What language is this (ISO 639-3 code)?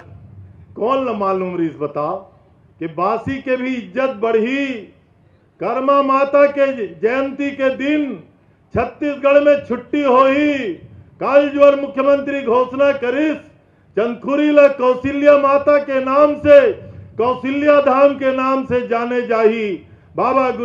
hne